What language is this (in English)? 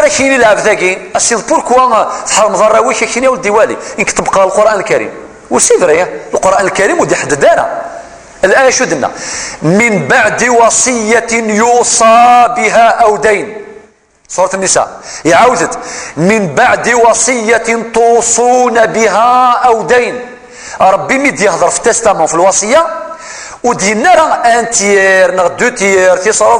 Kabyle